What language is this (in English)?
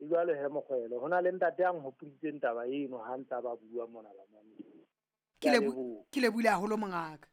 Southern Sotho